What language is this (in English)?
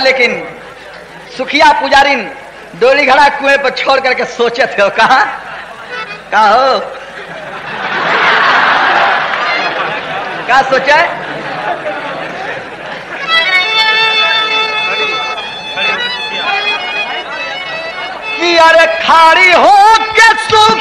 Bhojpuri